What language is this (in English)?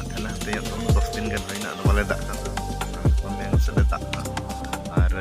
Santali